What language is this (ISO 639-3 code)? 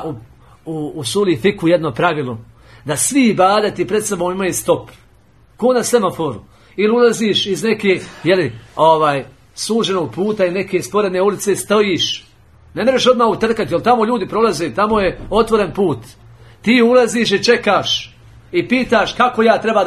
bos